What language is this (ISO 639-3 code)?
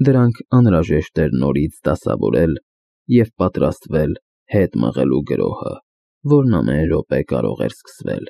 hye